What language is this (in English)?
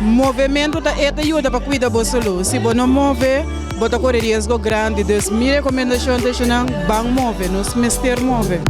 Papiamento